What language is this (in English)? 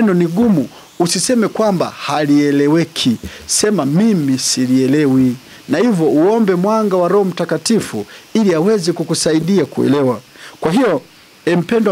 Swahili